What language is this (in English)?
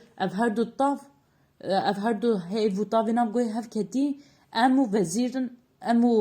Kurdish